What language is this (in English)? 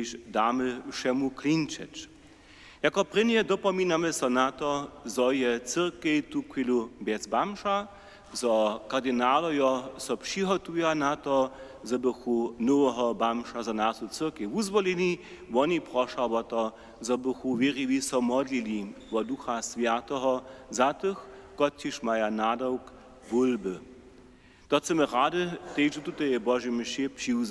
Upper Sorbian